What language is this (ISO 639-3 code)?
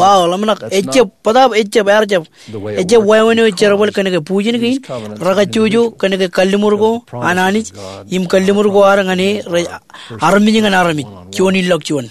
mah